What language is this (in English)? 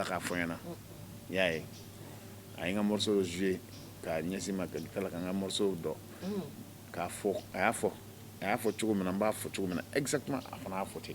Bambara